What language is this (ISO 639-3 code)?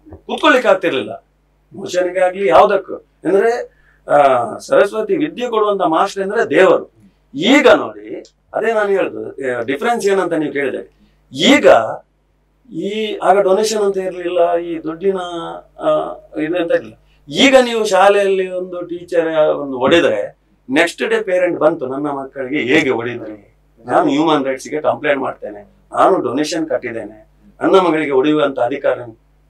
kan